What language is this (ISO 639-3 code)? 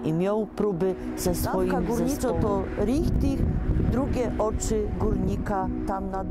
szl